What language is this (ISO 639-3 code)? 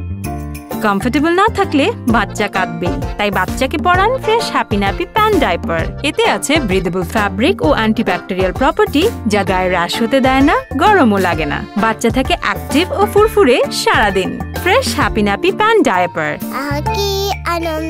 ben